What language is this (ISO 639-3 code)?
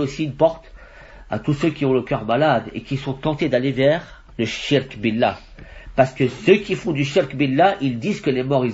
fra